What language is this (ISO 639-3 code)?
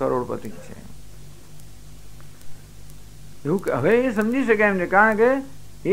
guj